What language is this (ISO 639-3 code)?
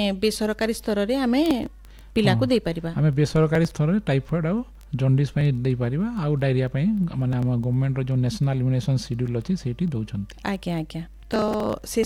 ori